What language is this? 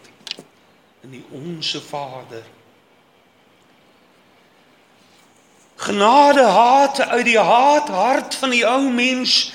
Afrikaans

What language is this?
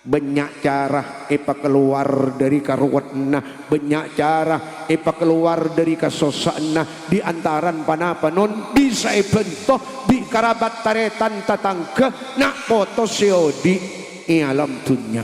Madurese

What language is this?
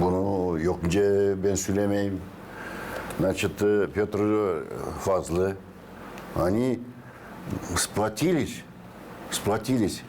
Gagauz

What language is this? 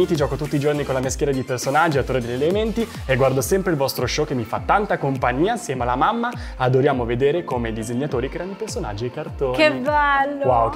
Italian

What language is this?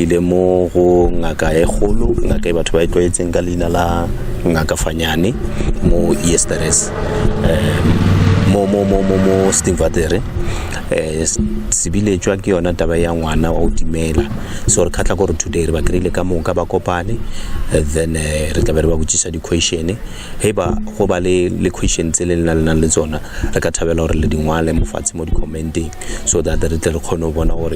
Northern Sotho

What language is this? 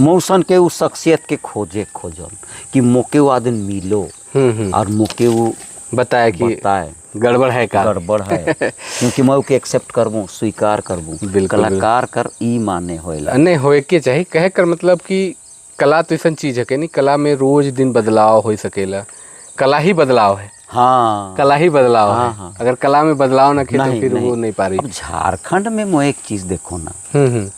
Sadri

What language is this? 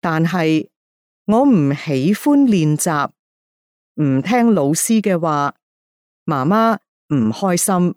Cantonese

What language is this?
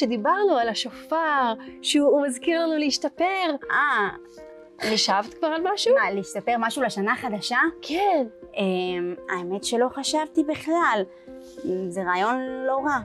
Hebrew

